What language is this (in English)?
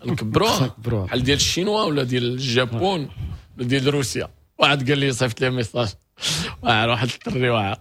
Moroccan Arabic